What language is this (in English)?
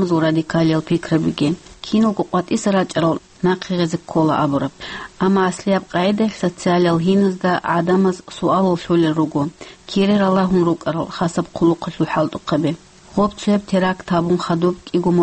Avaric